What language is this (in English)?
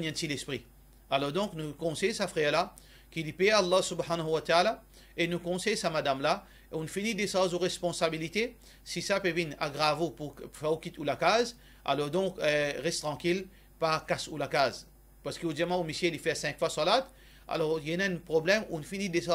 Morisyen